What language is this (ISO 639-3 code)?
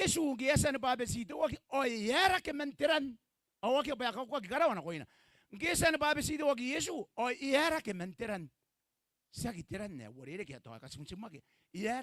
gil